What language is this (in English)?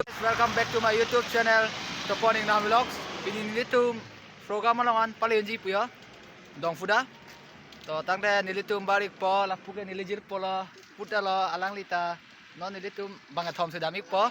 Karbi